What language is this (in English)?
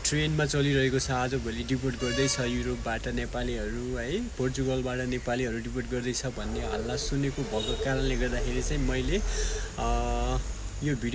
Nepali